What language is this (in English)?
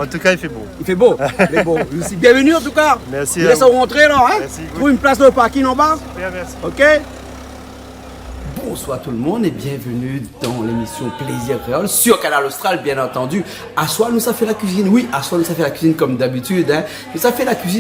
Réunion Creole French